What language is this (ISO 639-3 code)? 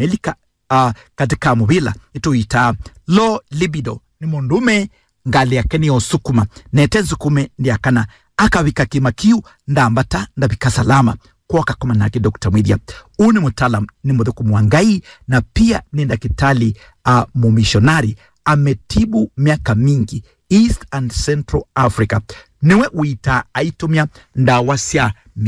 kam